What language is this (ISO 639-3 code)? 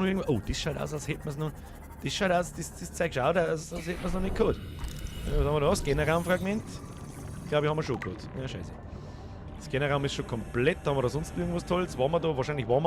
bar